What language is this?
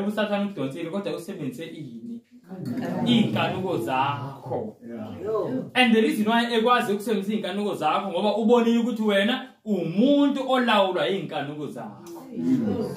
Zulu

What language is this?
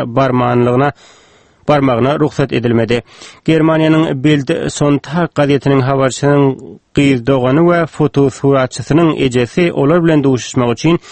Turkmen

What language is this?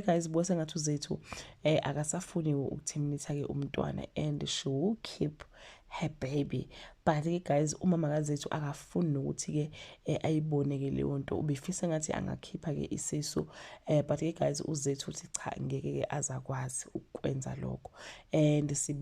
Zulu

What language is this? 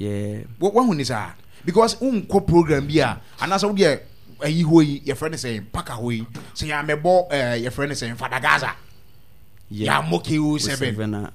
Akan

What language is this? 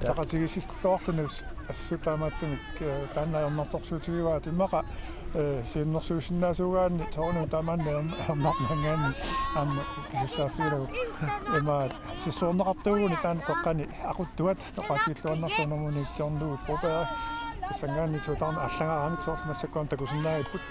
Kalaallisut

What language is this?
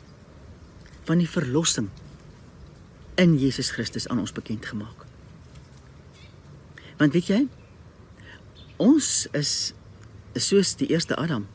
Afrikaans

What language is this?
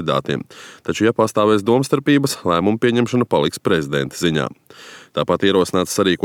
Latvian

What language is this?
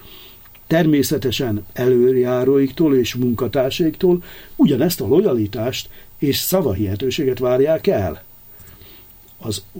Hungarian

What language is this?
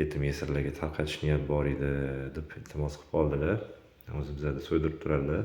Uzbek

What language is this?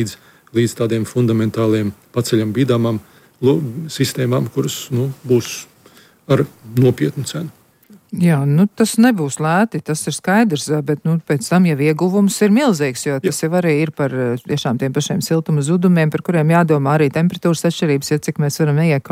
Latvian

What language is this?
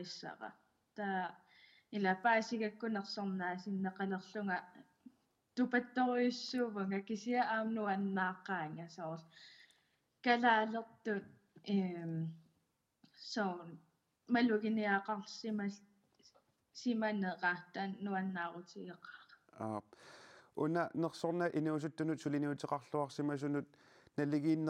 Kalaallisut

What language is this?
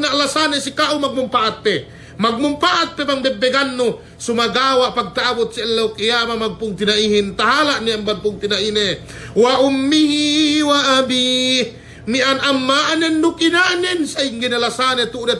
Yakan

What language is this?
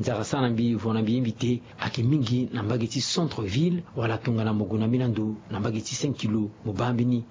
Sango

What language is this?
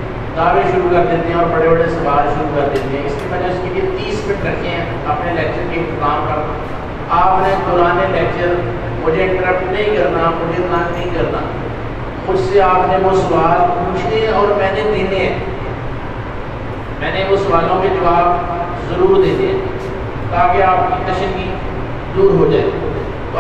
Urdu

